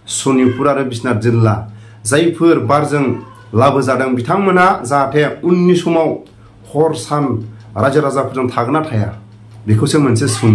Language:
Bodo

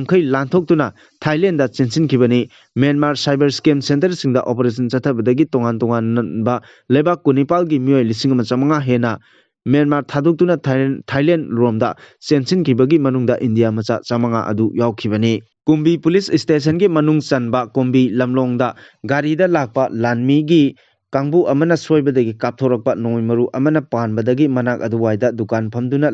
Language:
Manipuri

